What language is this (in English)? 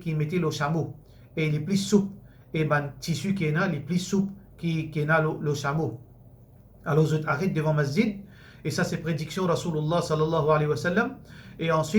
Morisyen